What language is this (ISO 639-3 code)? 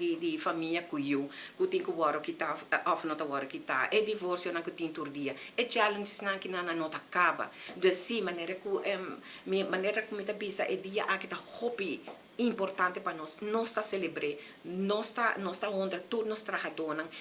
pap